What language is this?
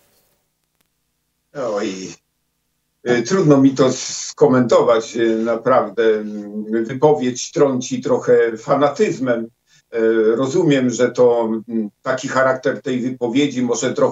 Polish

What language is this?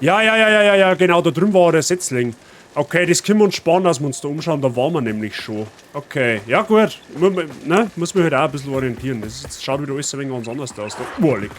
Bavarian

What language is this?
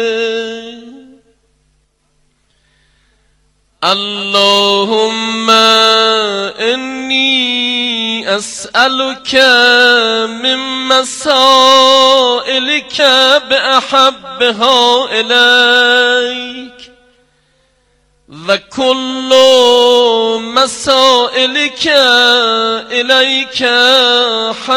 Persian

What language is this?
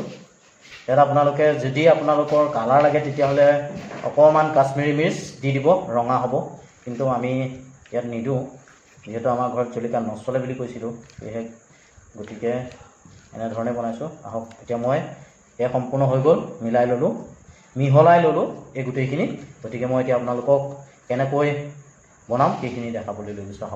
Assamese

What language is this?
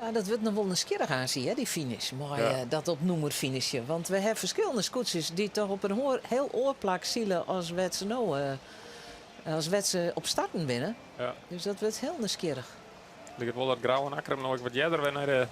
Western Frisian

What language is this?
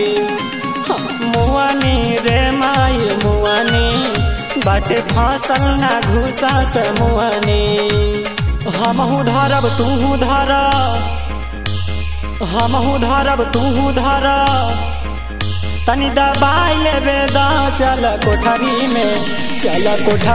Bhojpuri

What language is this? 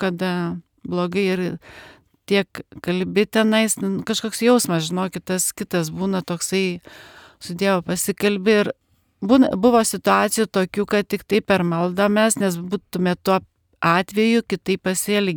Lithuanian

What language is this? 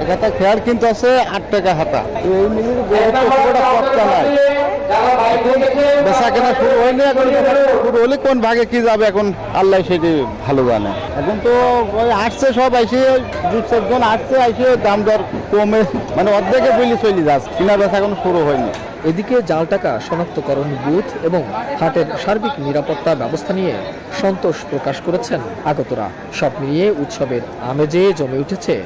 Bangla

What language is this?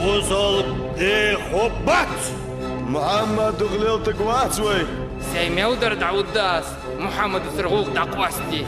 Ingush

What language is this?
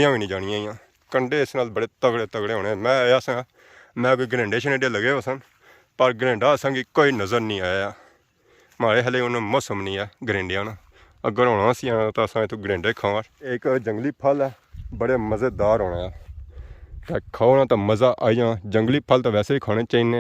Pahari-Potwari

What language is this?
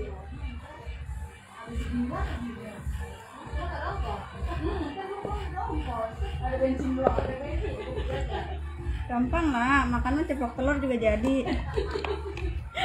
Indonesian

